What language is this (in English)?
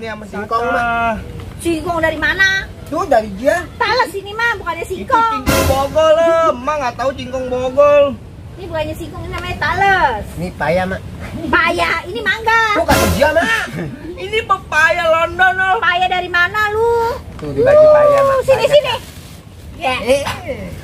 Betawi